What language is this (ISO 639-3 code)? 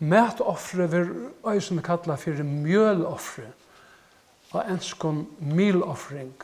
fao